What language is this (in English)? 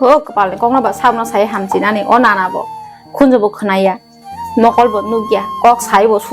Kok Borok